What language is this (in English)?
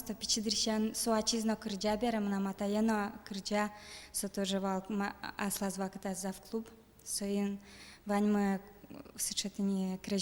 Udmurt